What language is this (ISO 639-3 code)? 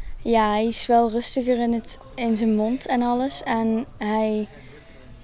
nld